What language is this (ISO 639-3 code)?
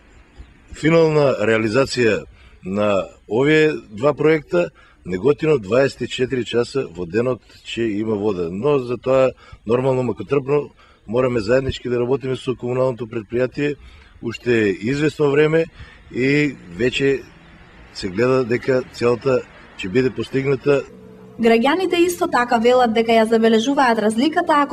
mkd